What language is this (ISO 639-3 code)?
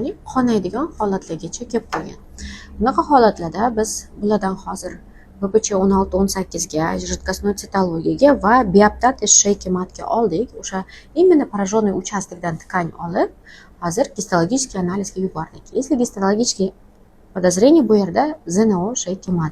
uzb